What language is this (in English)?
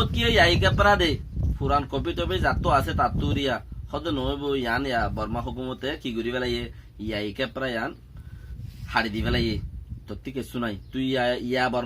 Rohingya